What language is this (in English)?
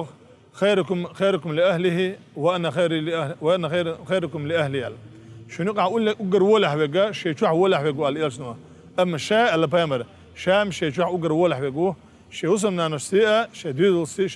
Chechen